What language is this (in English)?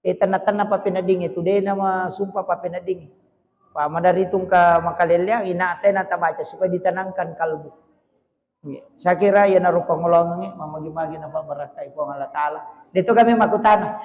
Buginese